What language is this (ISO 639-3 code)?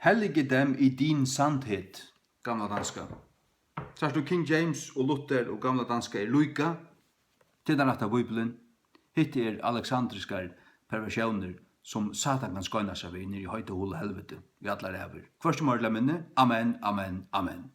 fao